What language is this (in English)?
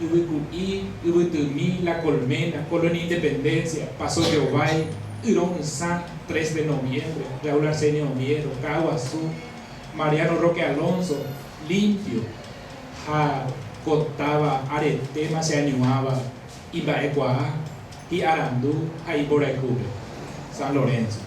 Guarani